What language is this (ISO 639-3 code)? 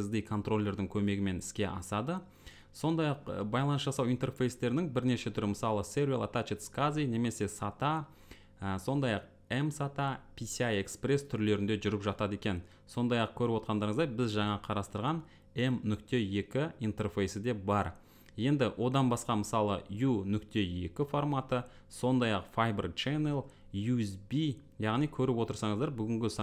kaz